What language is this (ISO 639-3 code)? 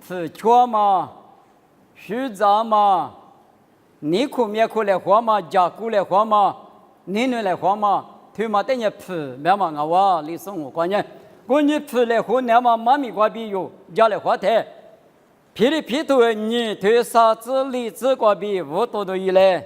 lis